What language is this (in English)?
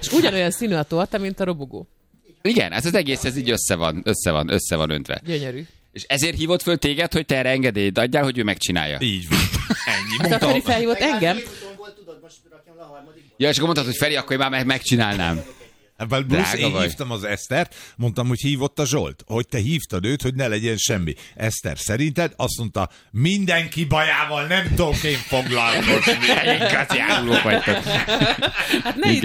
Hungarian